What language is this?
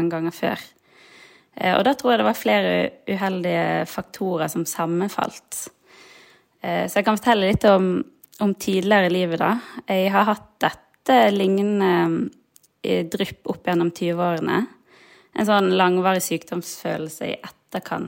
Norwegian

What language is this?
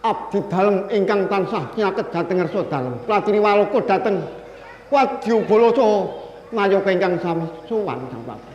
Javanese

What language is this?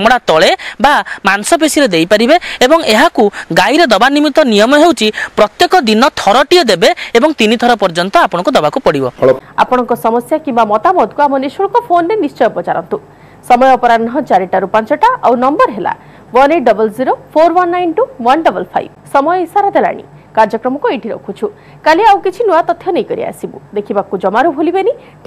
Odia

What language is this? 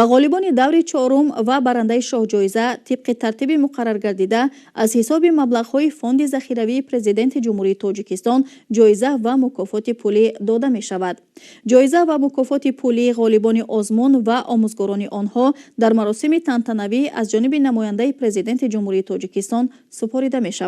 Tajik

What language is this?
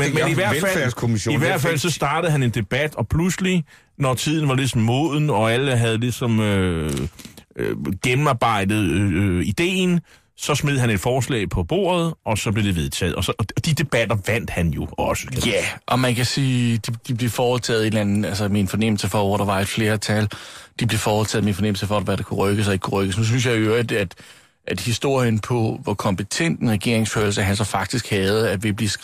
Danish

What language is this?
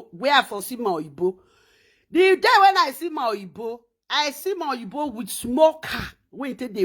Nigerian Pidgin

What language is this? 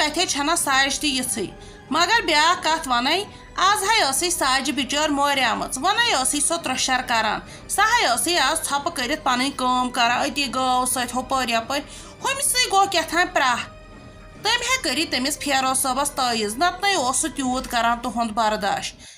Kashmiri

